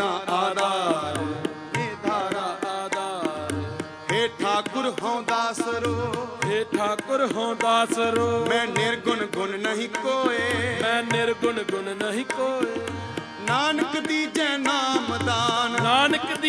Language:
Punjabi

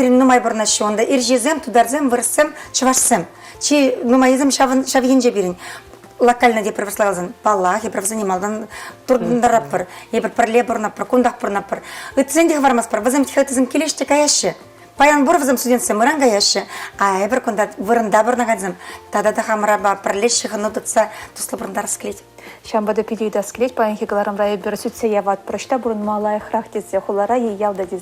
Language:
Chuvash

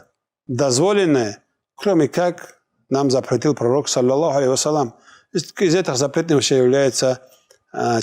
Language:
Russian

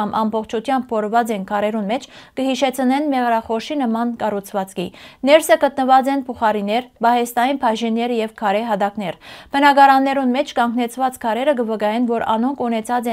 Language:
Western Armenian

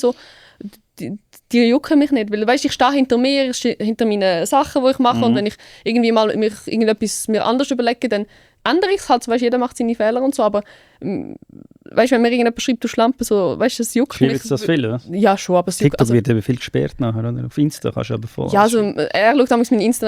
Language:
Swiss German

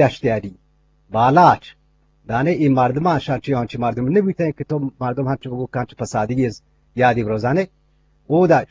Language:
Eastern Balochi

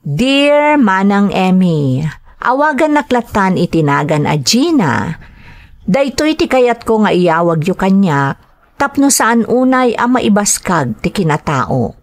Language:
Iloko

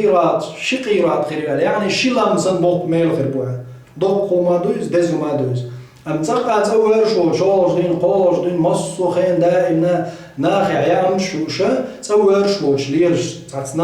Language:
Chechen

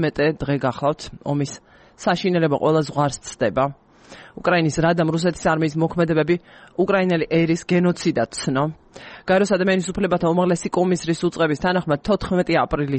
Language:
Georgian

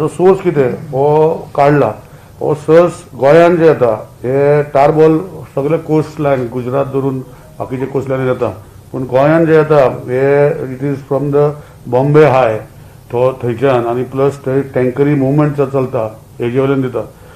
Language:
Konkani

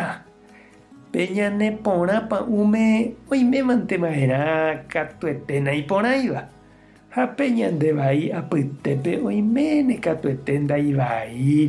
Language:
Guarani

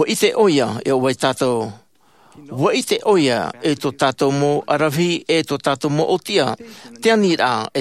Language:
Tahitian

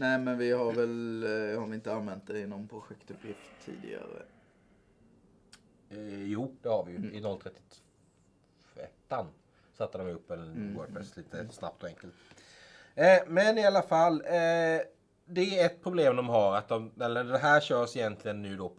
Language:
Swedish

